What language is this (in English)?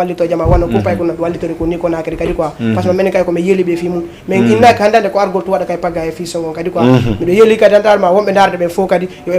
Fula